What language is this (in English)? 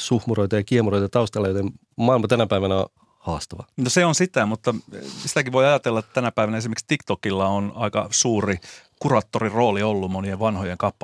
Finnish